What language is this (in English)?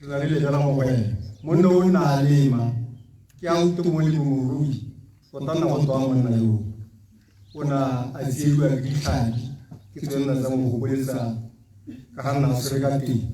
Tswana